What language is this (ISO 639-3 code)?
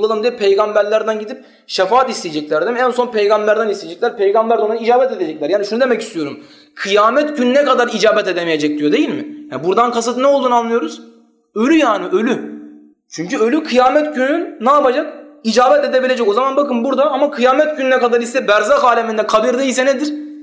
tur